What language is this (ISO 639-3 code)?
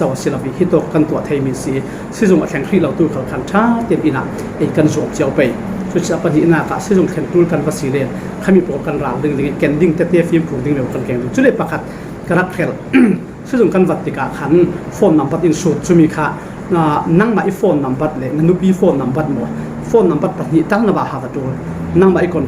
cfm